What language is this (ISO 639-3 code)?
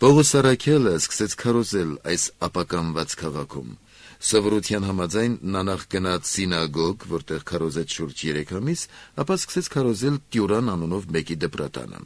hye